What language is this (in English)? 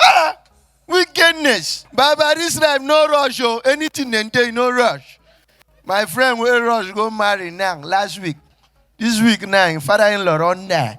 Nigerian Pidgin